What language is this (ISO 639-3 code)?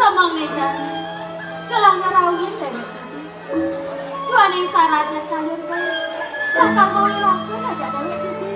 ban